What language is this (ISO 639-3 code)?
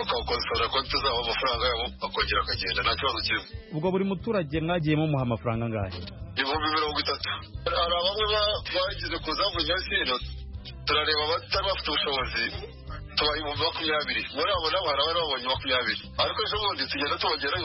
kin